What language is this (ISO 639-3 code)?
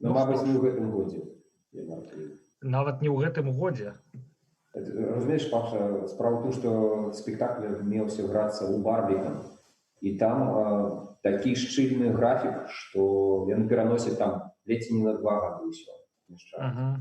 bel